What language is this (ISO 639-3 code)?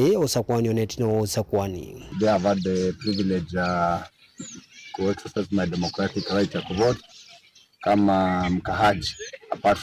kam